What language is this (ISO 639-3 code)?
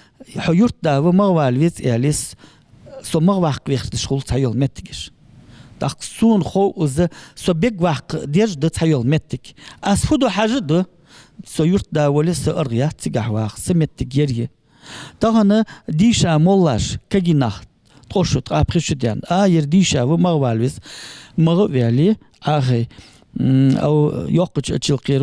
inh